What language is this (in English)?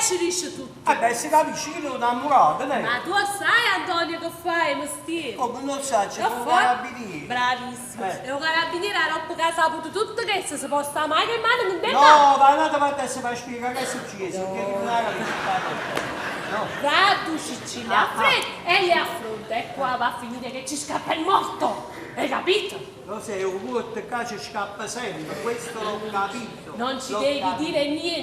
Neapolitan